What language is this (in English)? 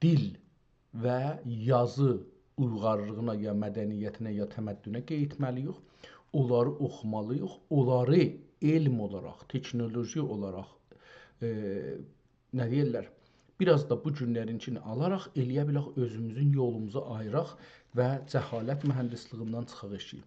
South Azerbaijani